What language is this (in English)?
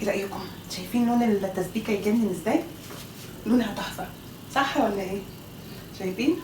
Egyptian Arabic